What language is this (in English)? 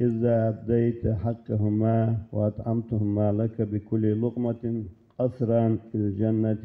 Ingush